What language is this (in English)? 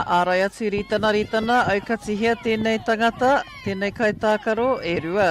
Māori